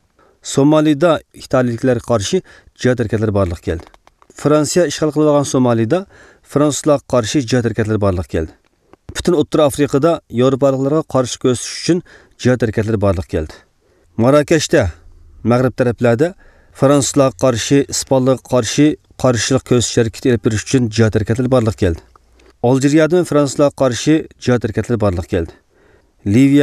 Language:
Uyghur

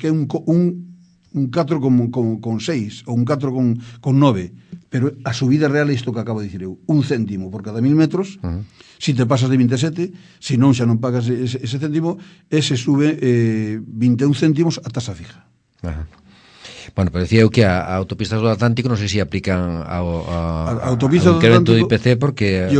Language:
Galician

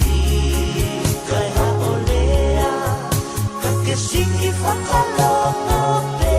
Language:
Tongan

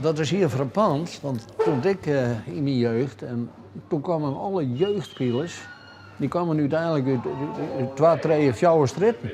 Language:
Western Frisian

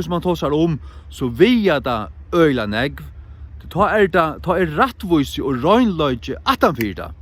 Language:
Faroese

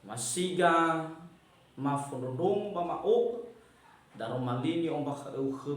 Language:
Nias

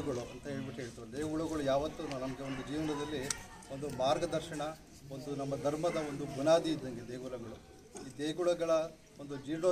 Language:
Kannada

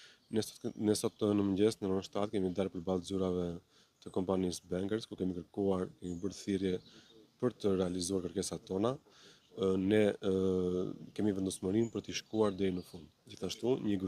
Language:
Albanian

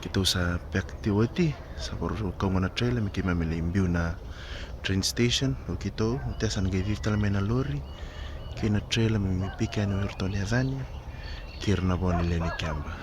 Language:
Fijian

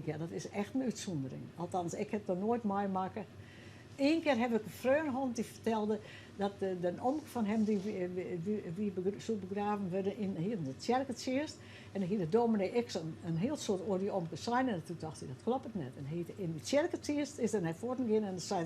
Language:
Western Frisian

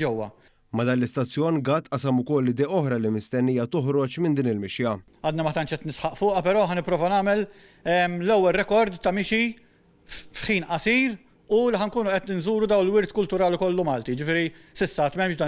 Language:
Maltese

